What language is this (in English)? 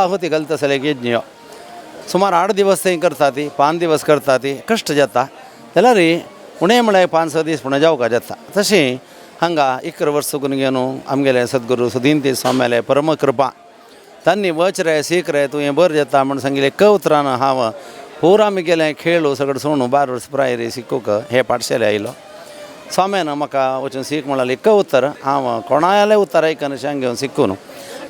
Konkani